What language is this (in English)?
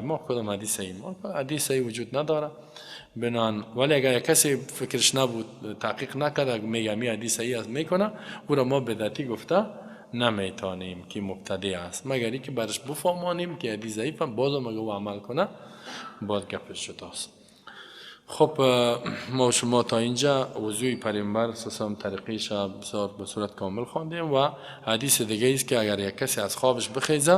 Persian